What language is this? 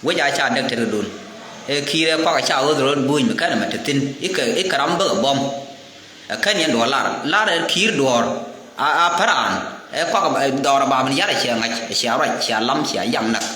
Nuer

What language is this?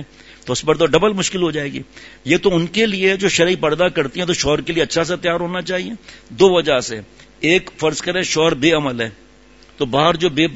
Urdu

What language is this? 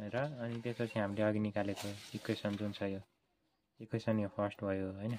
Nepali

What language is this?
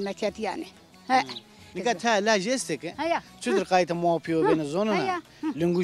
Zaza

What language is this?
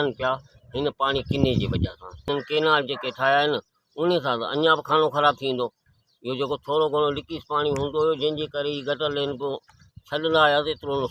Sindhi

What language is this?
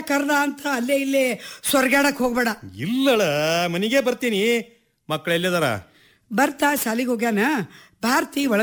Kannada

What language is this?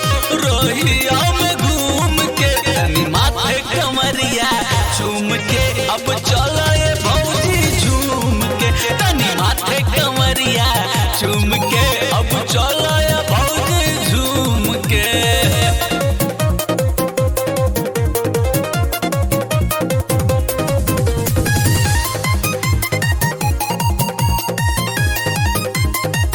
Bhojpuri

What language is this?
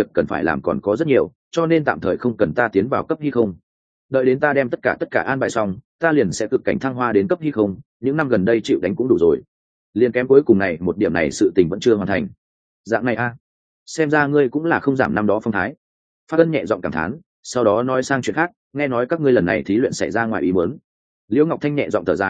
Vietnamese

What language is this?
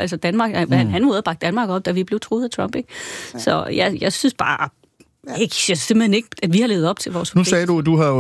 Danish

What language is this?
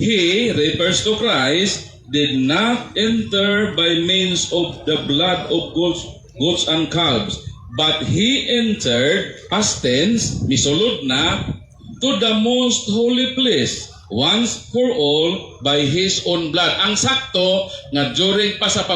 Cebuano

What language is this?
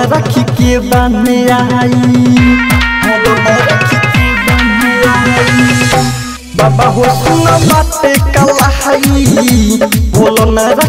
Bhojpuri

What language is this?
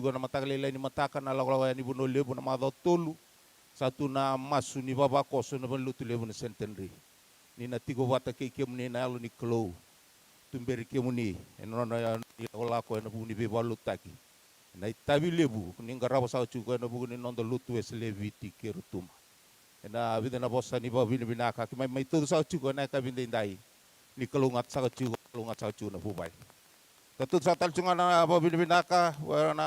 Fijian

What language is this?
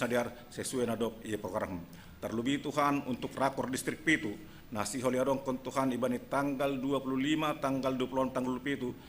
Batak Simalungun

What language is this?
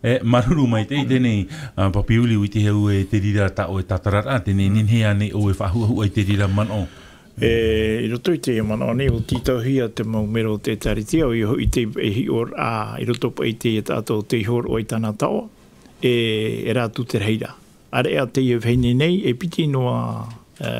Tahitian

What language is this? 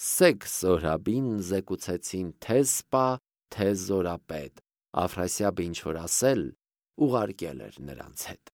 Armenian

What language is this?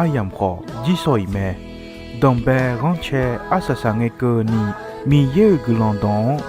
Akha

